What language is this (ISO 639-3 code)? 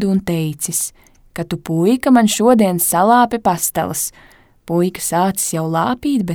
lav